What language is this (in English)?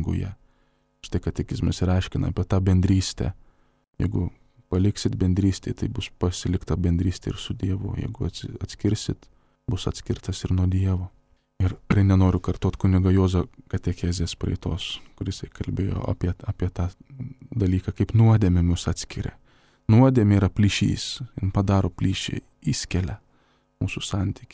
Lithuanian